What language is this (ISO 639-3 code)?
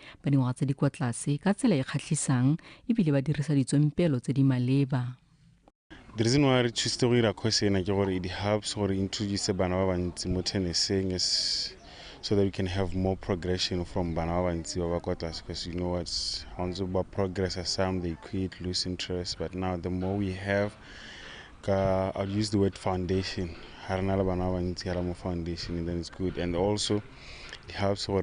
tsn